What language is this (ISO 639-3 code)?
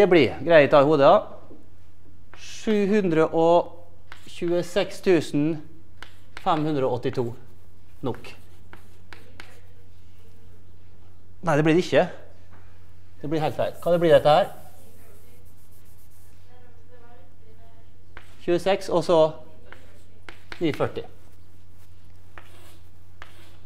nor